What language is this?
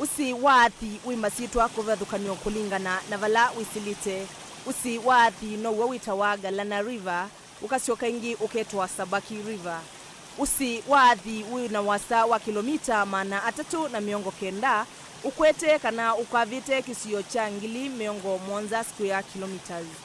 Kamba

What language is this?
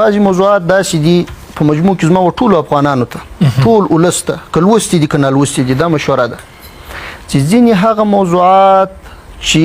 Pashto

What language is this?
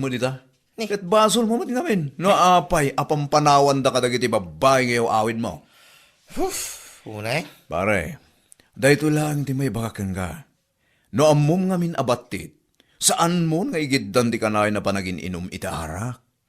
Iloko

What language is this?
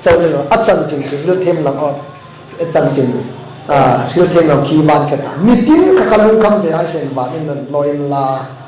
Hmar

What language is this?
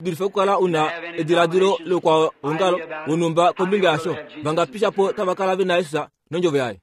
Kuanyama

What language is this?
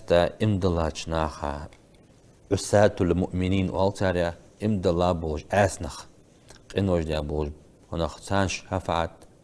Ingush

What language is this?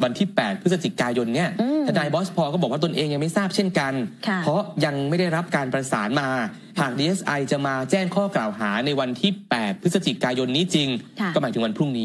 Thai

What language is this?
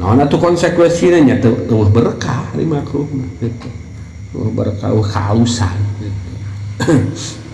Sundanese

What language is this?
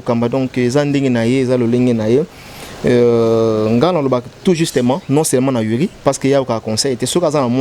Lingala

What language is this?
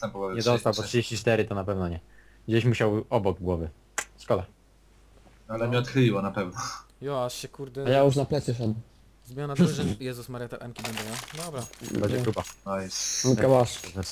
Polish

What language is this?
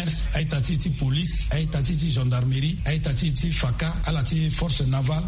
Sango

